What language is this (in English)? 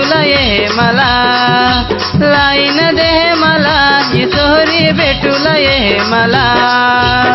Marathi